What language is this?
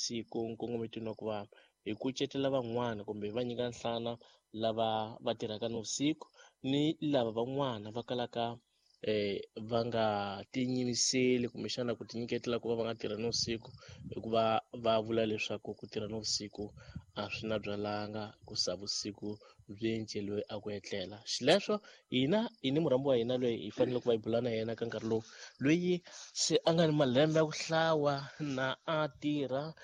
Tsonga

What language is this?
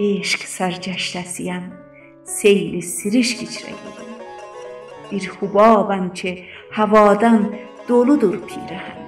South Azerbaijani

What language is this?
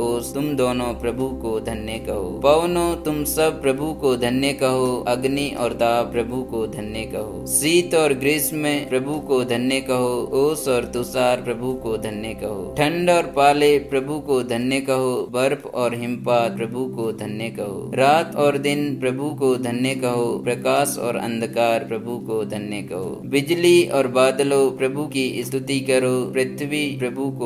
Hindi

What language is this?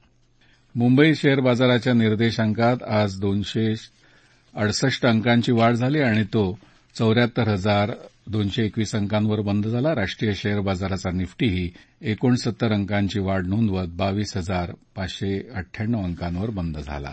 Marathi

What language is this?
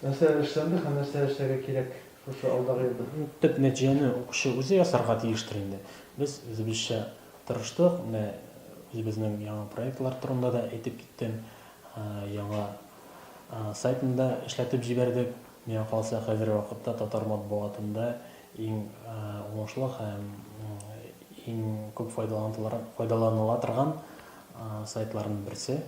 Tatar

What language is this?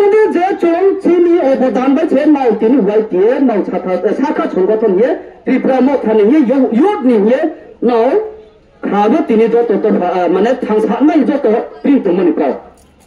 Kok Borok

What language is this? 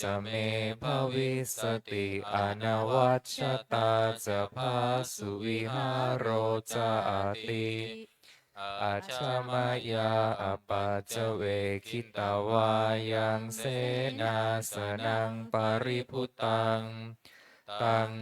Pali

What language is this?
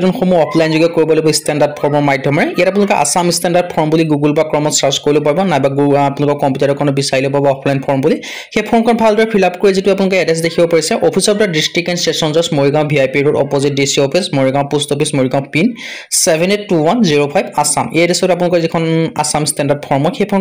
Assamese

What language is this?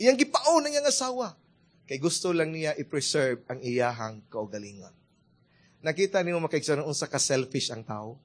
Cebuano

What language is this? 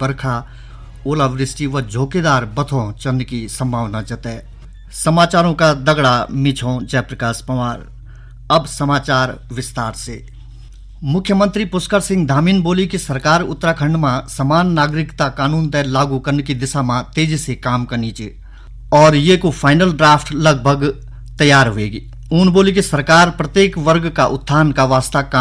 Garhwali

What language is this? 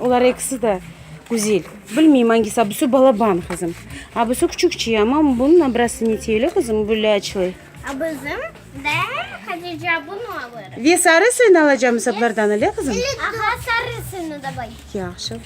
Crimean Tatar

